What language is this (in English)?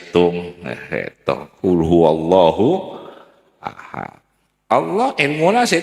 Madurese